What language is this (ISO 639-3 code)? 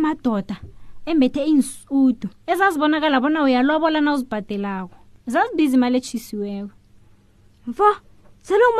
nbl